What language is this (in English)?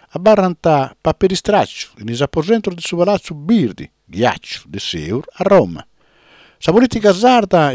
Sardinian